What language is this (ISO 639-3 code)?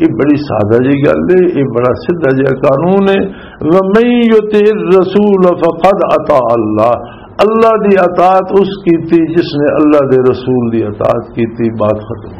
lah